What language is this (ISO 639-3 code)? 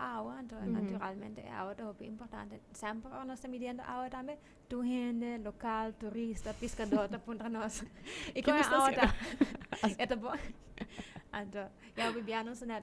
pap